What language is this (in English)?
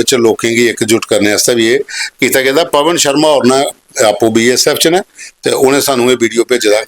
Dogri